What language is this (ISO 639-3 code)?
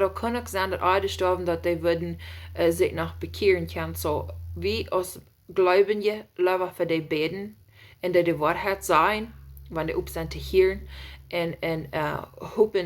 pdt